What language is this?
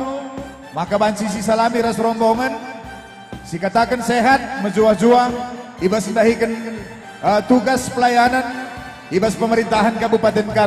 Batak Karo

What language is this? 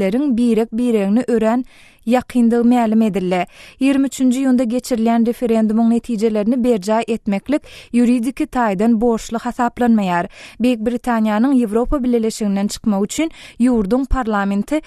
Turkmen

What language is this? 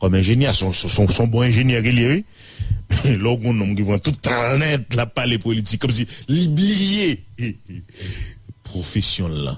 Haitian Creole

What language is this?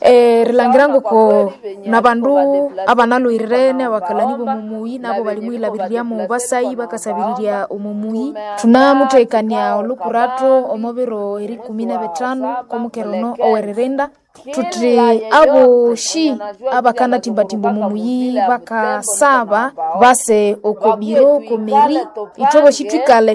Nande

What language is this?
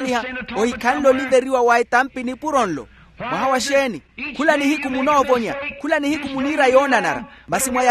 Makhuwa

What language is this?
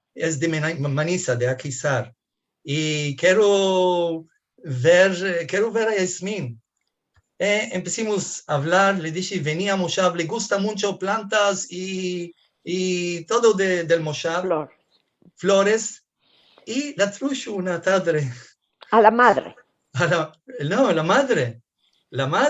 Ladino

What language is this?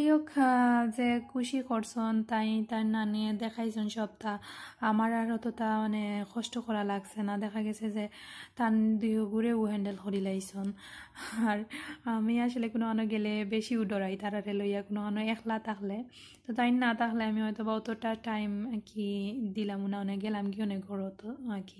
Sylheti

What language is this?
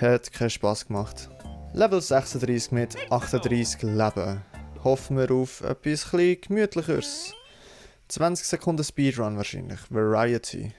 Swiss German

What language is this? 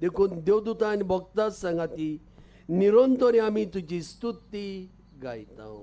Konkani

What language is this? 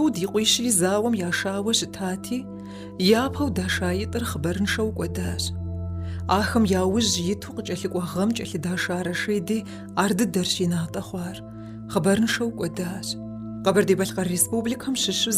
Kabardian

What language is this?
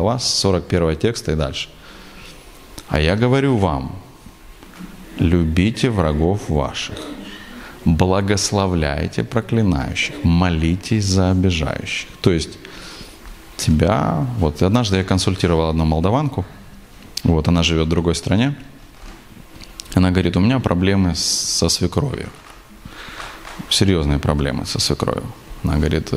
Russian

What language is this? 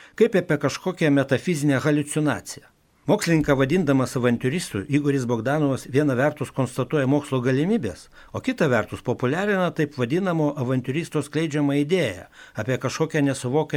Lithuanian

